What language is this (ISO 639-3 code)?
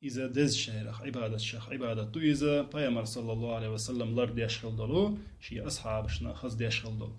che